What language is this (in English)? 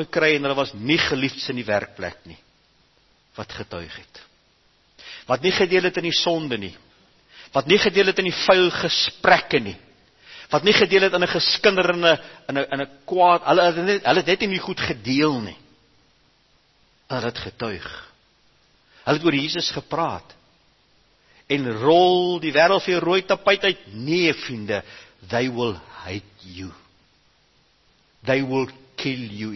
Afrikaans